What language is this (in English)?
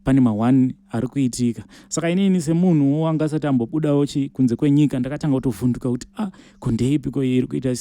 Shona